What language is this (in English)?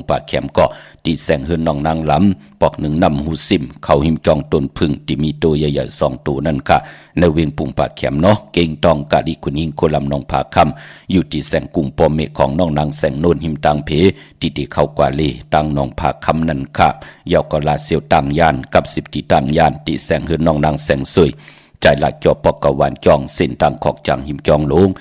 Shan